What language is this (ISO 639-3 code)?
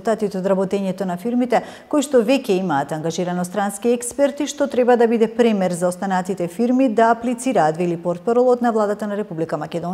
mkd